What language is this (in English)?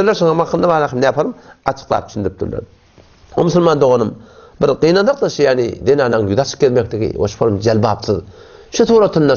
Turkmen